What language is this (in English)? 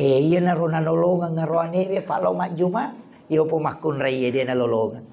Buginese